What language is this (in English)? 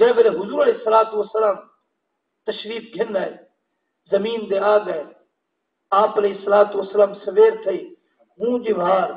Saraiki